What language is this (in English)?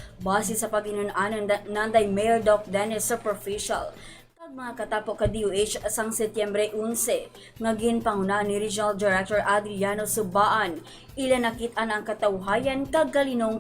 Hiligaynon